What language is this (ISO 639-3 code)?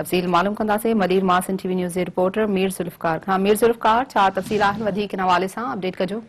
snd